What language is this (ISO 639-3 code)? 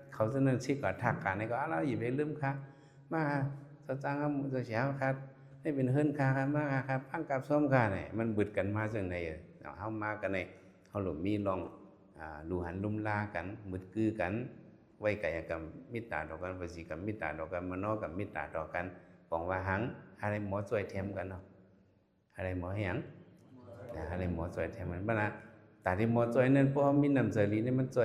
shn